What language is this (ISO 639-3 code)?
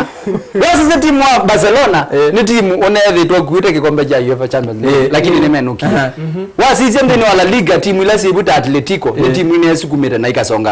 kam